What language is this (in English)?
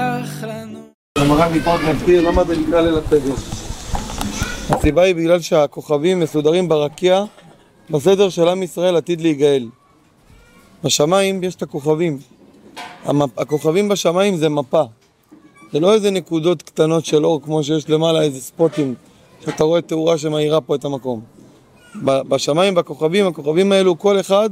Hebrew